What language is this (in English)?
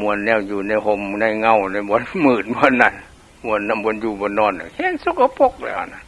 Lao